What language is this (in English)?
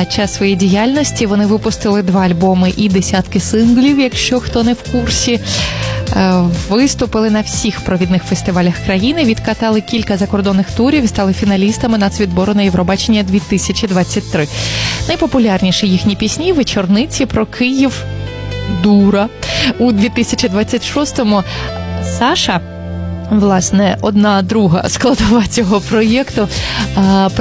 Ukrainian